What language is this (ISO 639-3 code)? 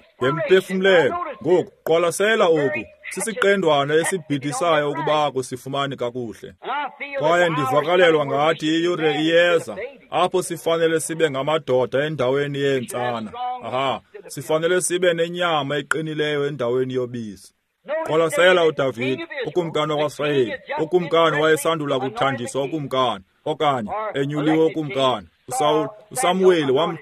xho